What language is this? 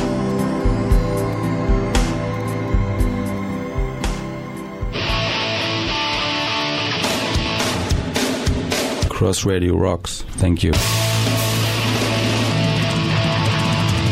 Bosnian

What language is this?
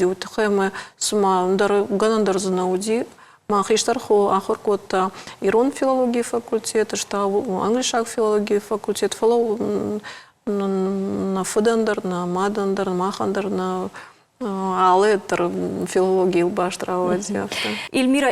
Ossetic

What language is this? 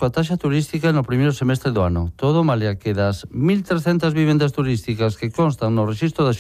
Galician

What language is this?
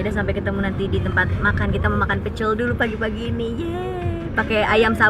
Indonesian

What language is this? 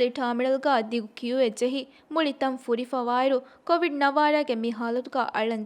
Divehi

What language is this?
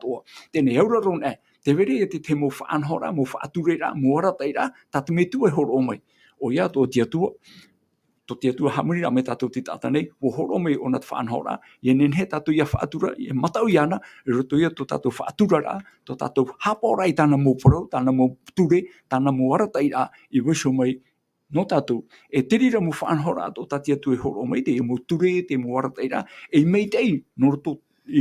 Tahitian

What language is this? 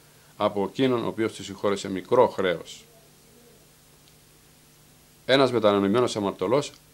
Greek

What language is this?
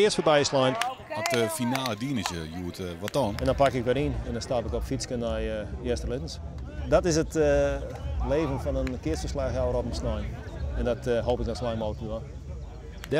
Western Frisian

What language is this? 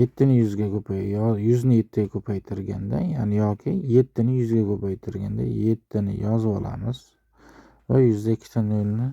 Uzbek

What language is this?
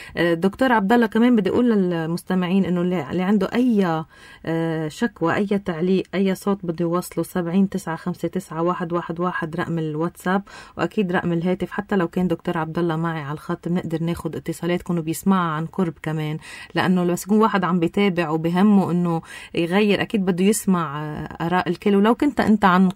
North Levantine Arabic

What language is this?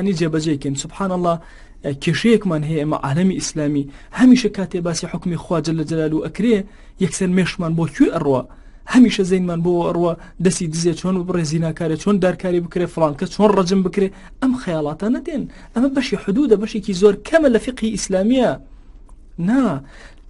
Central Kurdish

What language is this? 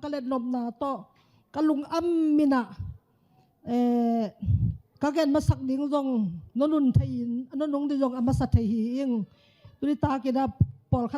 Tedim Chin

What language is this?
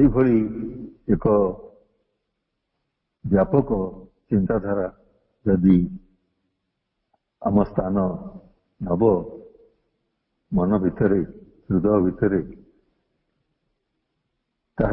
Odia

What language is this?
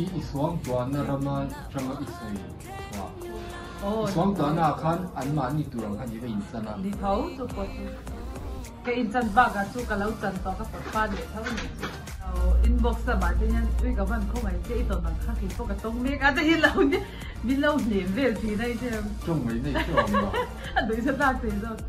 Mizo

